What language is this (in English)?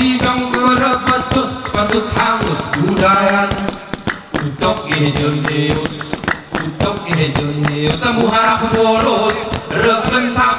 Gayo